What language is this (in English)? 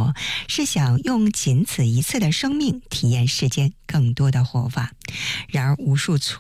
Chinese